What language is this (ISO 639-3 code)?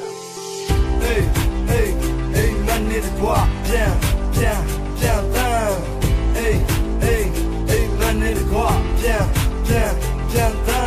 mya